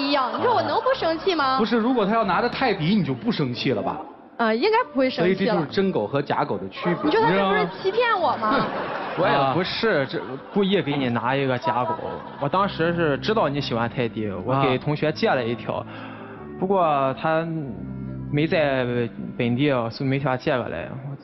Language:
Chinese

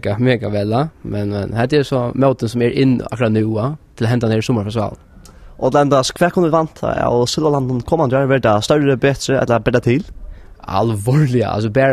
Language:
Faroese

